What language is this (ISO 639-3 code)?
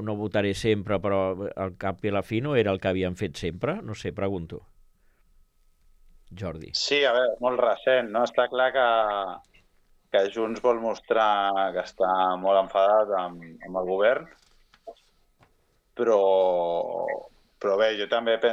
cat